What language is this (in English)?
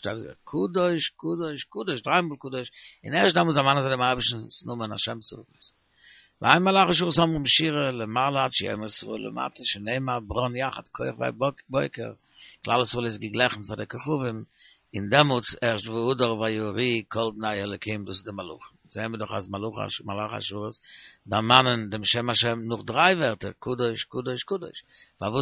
Yiddish